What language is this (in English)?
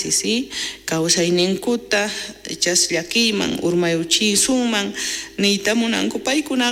South Bolivian Quechua